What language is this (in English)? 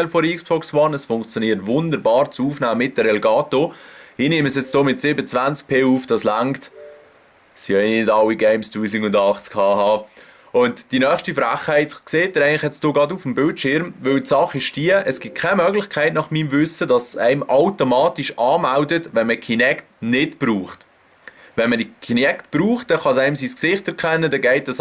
Swiss German